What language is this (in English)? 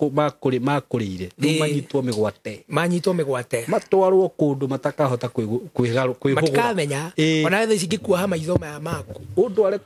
Kikuyu